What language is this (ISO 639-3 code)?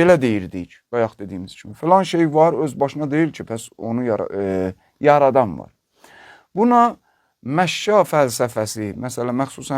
aze